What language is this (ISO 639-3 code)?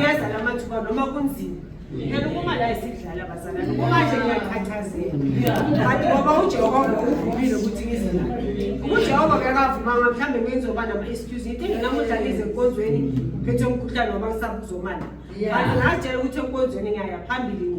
zul